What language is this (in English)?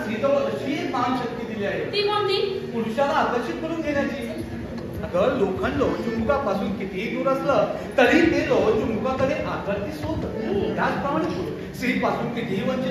Marathi